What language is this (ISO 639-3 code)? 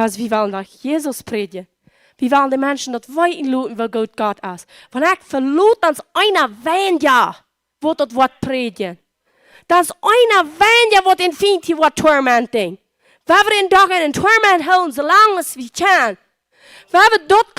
pdt